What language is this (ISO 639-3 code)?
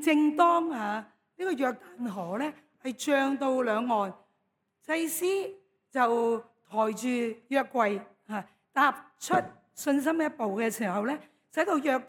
yue